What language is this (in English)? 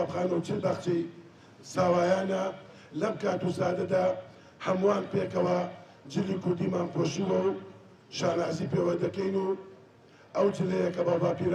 Central Kurdish